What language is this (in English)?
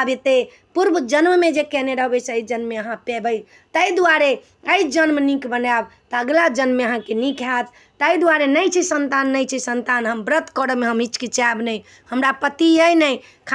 Maithili